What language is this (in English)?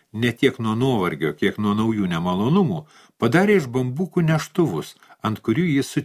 Lithuanian